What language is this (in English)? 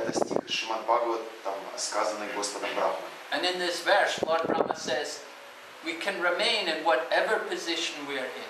Russian